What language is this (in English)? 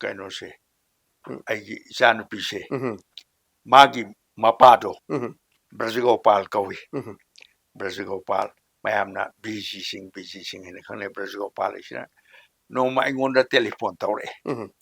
Manipuri